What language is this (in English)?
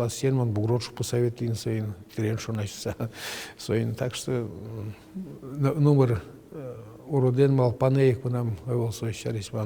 Udmurt